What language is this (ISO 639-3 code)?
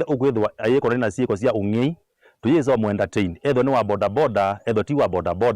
kam